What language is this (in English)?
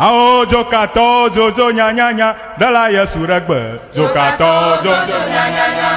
Ewe